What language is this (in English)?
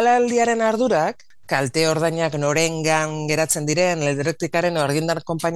Basque